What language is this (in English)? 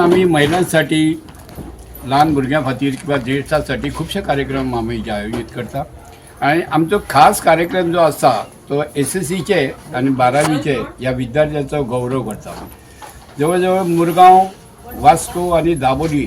Konkani